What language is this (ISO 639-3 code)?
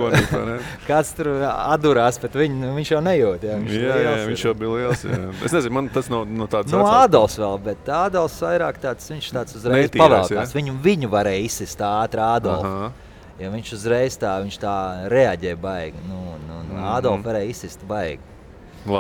lav